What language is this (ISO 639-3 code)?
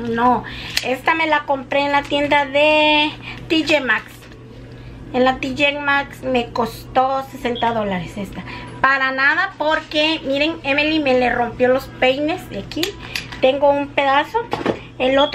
spa